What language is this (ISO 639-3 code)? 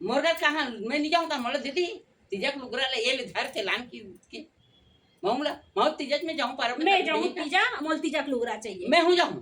hne